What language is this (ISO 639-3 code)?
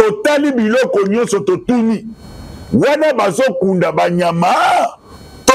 lin